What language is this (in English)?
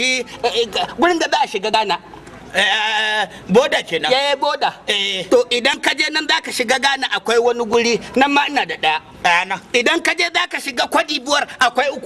Hausa